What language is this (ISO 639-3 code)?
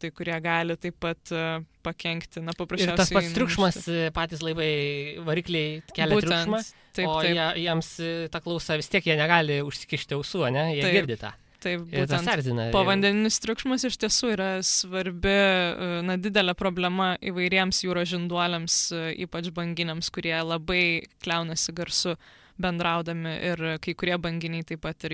lit